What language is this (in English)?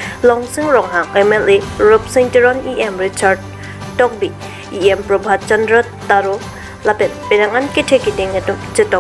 Karbi